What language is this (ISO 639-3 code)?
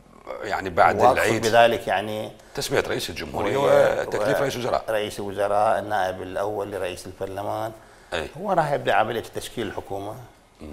acm